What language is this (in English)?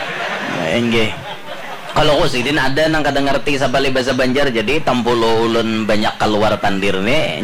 Banjar